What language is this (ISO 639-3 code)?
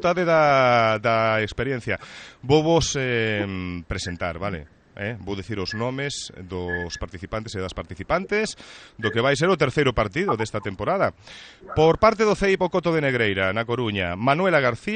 glg